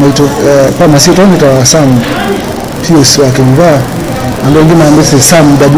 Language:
Kamba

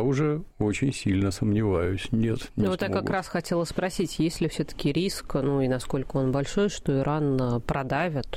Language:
Russian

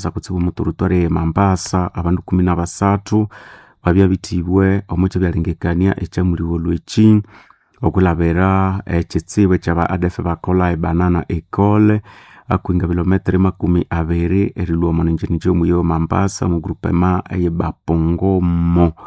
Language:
Nande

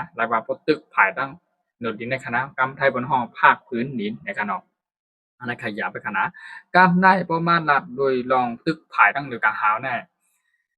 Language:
Shan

